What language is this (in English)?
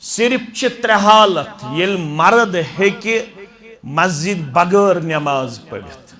Kashmiri